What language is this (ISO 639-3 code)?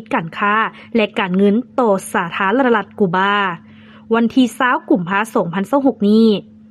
lao